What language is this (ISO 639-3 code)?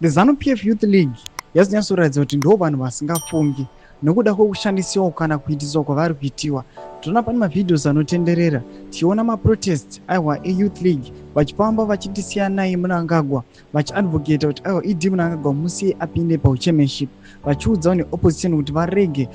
sna